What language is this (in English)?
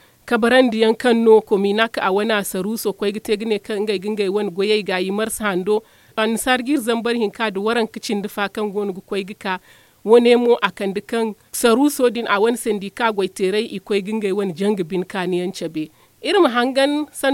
Zarma